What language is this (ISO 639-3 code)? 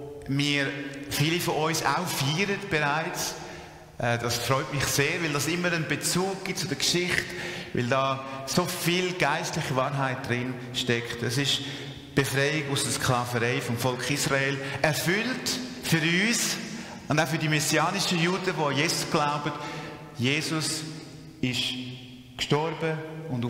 gsw